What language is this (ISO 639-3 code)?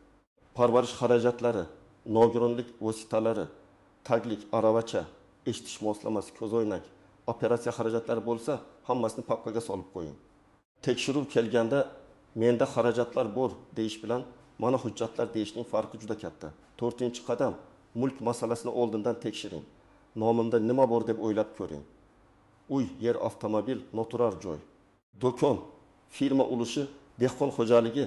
uzb